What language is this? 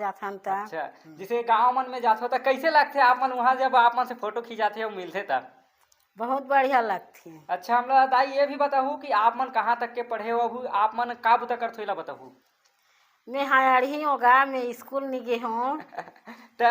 Chhattisgarhi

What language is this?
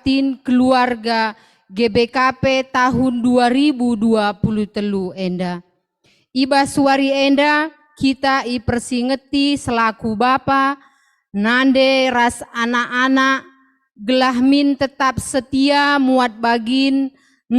Batak Karo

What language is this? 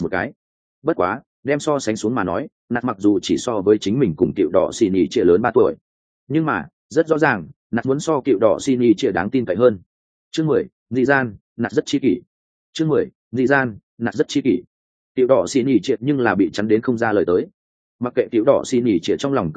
Vietnamese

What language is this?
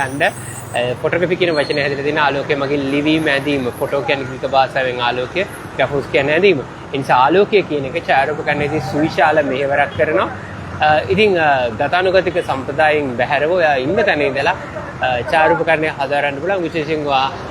Sinhala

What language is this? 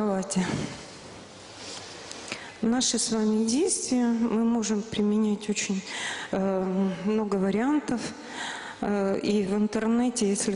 Russian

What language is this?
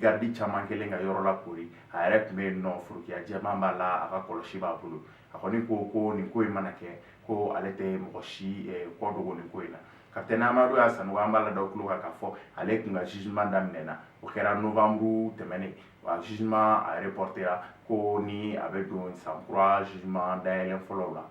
Bambara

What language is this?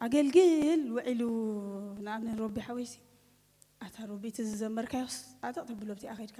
Tigrinya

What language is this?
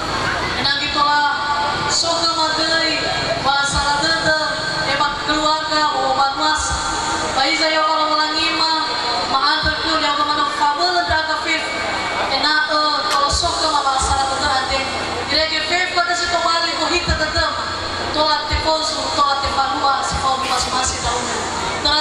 Nias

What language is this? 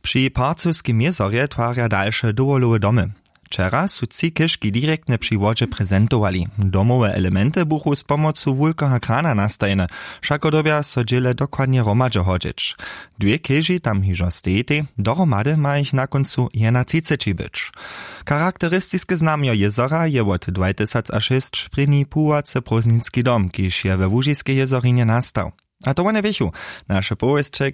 Upper Sorbian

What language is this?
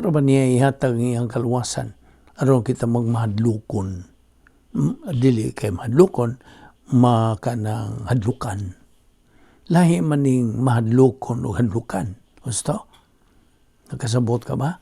Cebuano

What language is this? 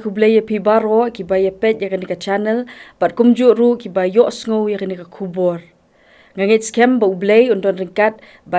Khasi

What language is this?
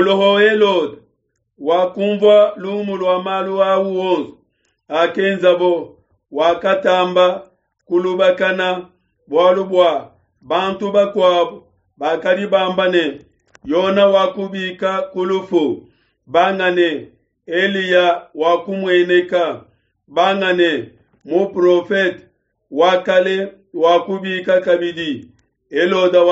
Luba-Lulua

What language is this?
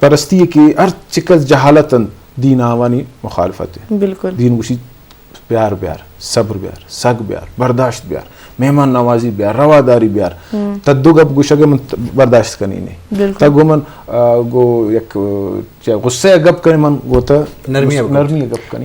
Eastern Balochi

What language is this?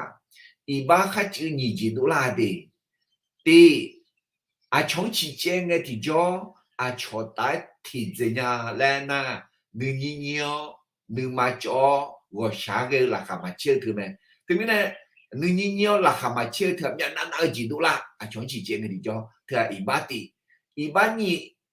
Akha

